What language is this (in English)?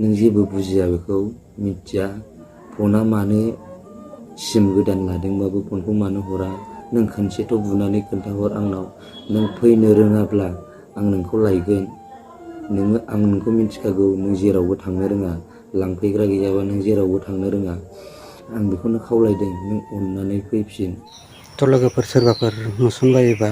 Bodo